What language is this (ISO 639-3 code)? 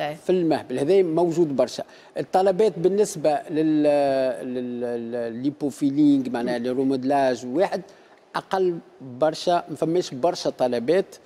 aeb